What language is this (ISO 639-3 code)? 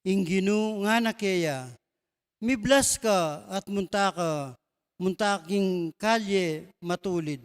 pam